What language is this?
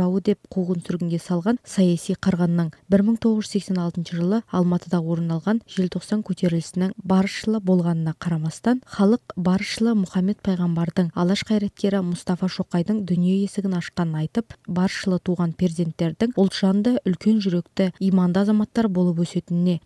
Kazakh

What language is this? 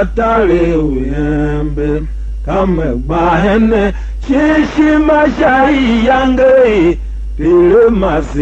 Tiv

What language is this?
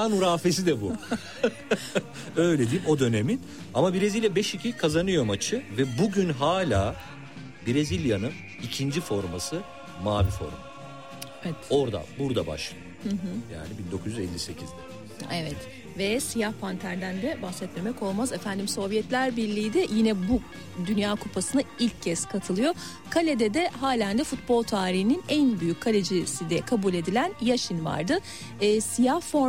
Turkish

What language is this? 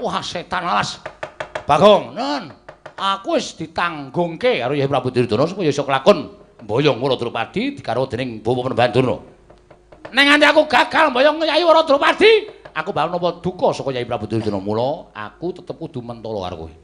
Javanese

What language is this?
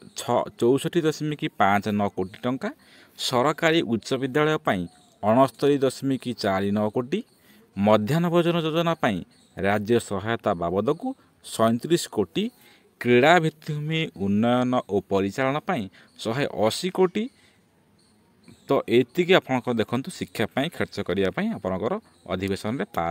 Odia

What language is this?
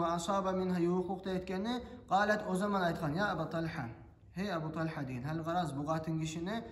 Kumyk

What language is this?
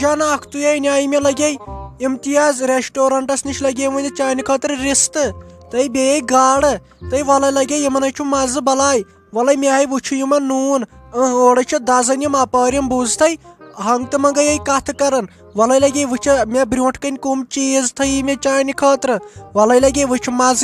Kashmiri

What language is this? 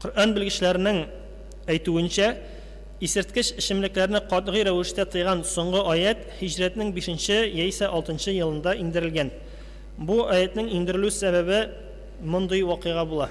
Tatar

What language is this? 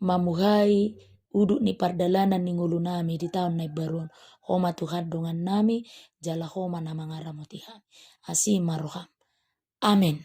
Batak Toba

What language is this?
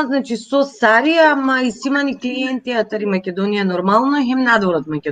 Balkan Romani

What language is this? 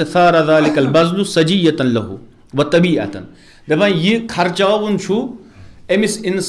Kashmiri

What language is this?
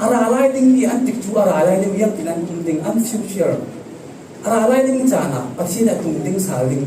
Falam Chin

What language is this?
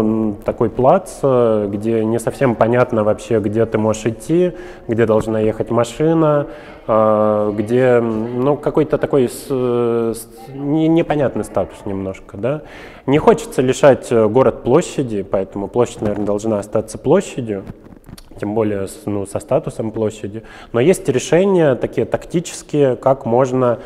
Russian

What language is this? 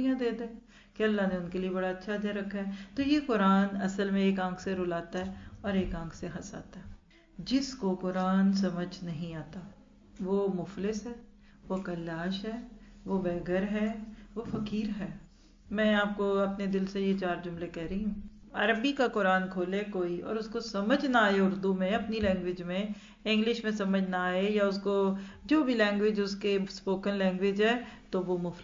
Urdu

